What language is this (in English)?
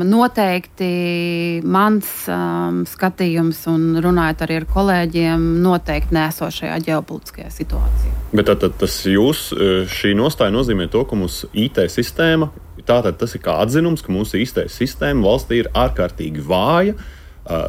Latvian